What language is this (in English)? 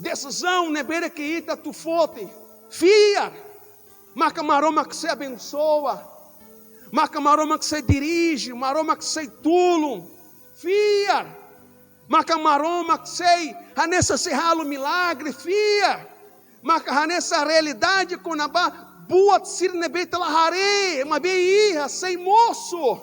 Tetum